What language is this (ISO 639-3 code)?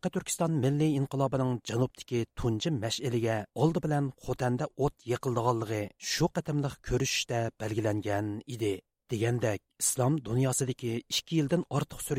uig